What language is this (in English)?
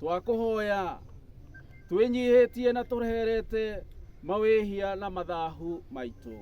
Kikuyu